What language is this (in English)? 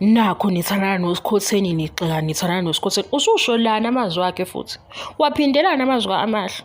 Zulu